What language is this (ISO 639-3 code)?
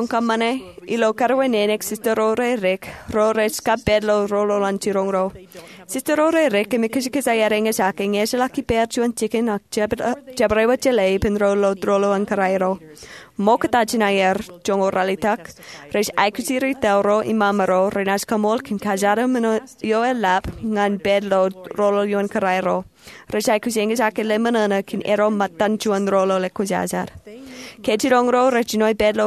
mah